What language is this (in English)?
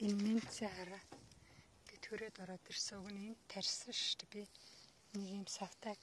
Mongolian